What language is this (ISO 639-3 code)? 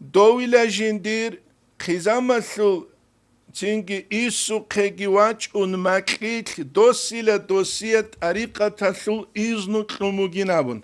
ava